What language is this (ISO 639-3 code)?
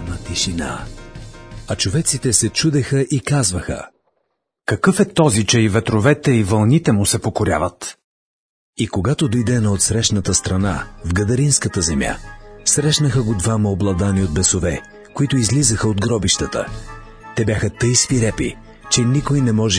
bul